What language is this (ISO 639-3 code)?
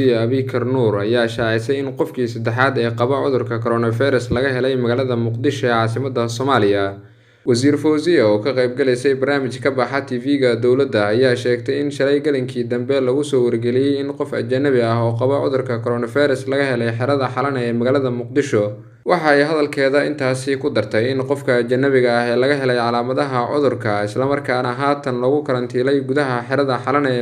som